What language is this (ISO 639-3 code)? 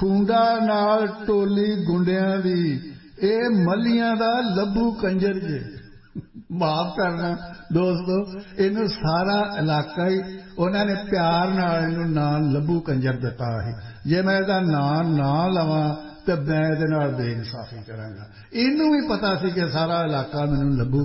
pan